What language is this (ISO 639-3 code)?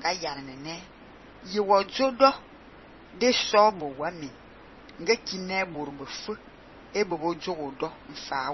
fan